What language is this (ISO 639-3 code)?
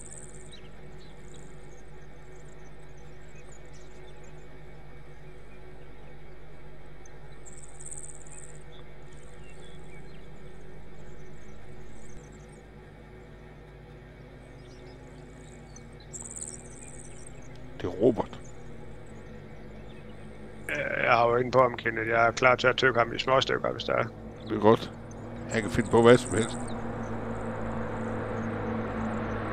dan